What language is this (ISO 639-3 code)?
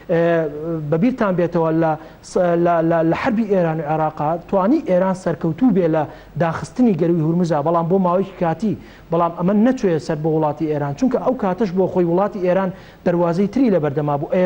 ckb